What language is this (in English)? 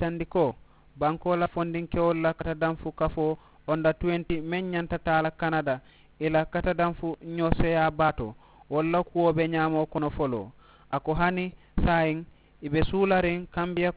Mandingo